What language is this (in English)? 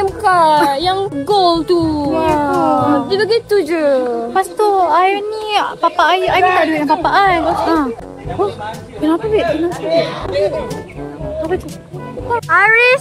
Malay